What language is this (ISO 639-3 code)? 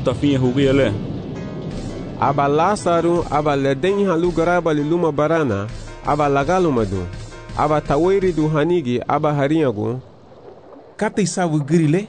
cab